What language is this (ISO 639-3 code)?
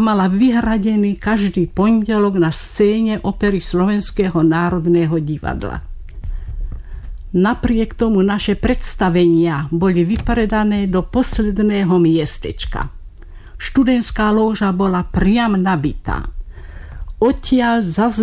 slk